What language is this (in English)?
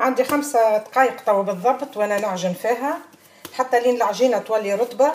Tunisian Arabic